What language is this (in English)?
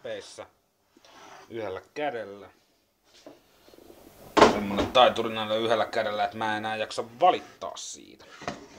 Finnish